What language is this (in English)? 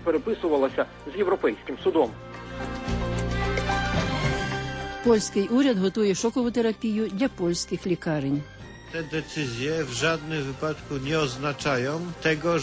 Ukrainian